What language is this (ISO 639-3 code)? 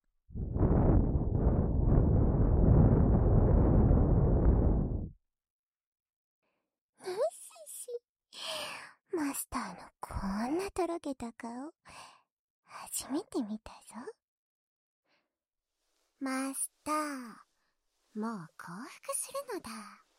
jpn